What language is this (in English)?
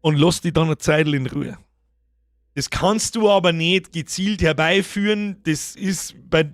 Bavarian